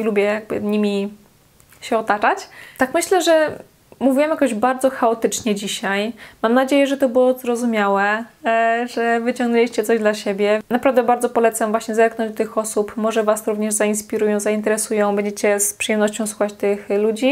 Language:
Polish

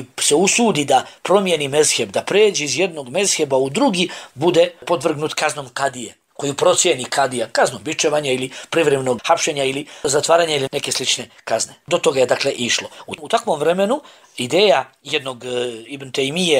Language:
Bosnian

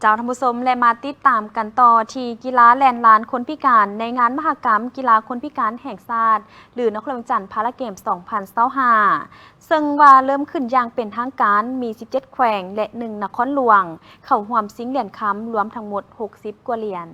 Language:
Lao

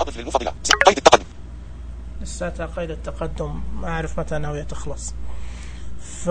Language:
Najdi Arabic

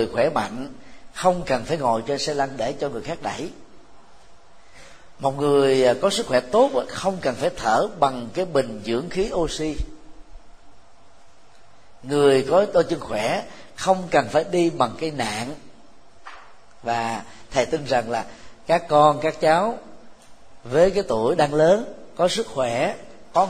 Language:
Vietnamese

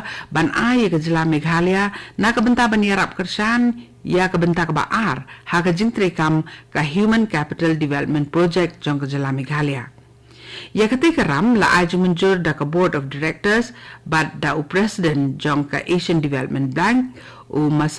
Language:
Khasi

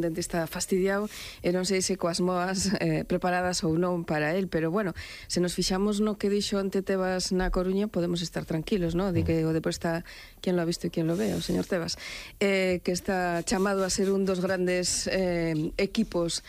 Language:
Galician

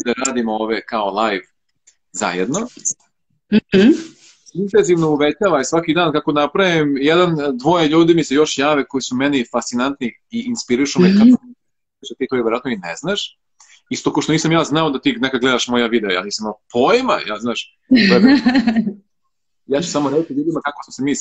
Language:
Serbian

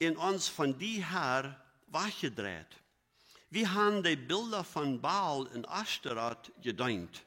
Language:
Plautdietsch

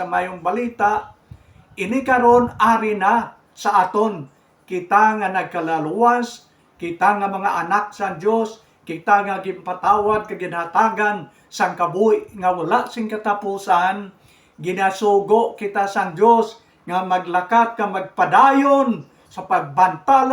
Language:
Hiligaynon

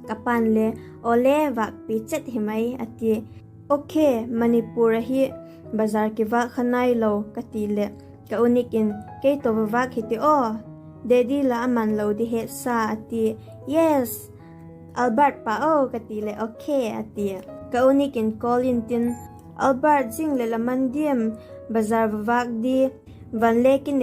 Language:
Vaiphei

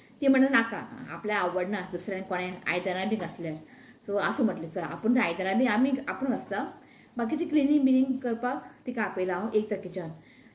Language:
Konkani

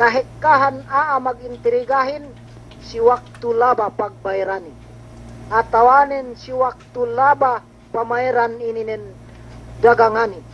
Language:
Yakan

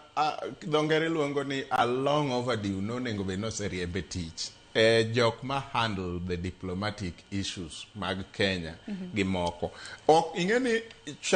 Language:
Luo (Kenya and Tanzania)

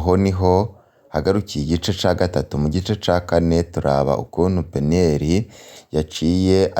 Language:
Rundi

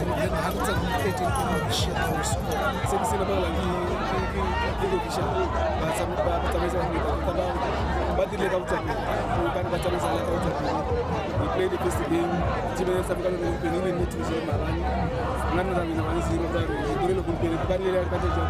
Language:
Tswana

